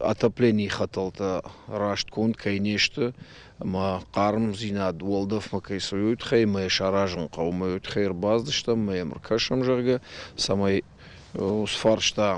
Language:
Ossetic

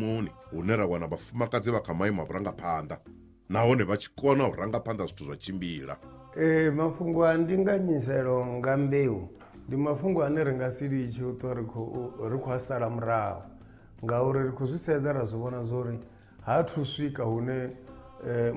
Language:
Venda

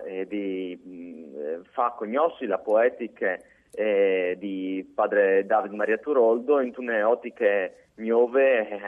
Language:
Friulian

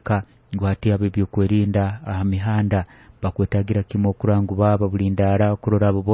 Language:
Nyoro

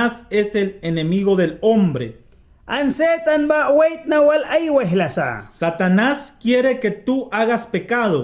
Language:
Mískito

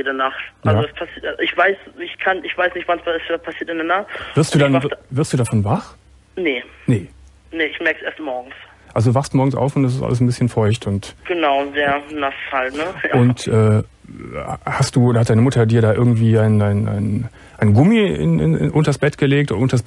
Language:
German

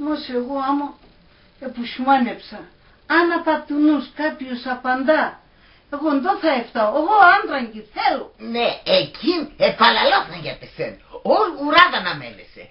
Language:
Pontic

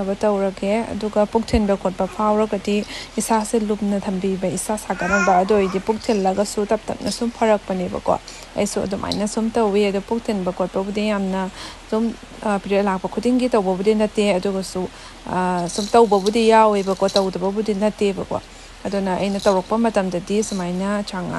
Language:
Manipuri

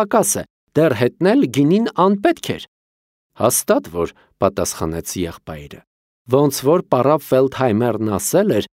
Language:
Armenian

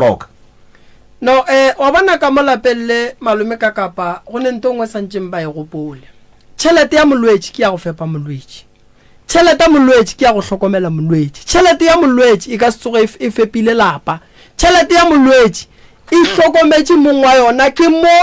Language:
Northern Sotho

